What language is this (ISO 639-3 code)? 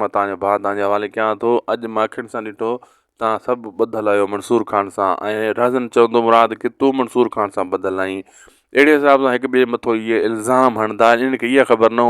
snd